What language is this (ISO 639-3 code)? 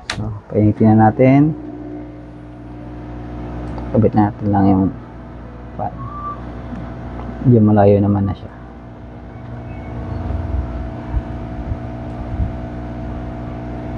fil